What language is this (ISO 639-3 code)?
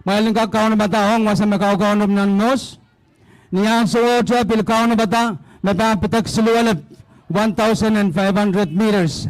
pon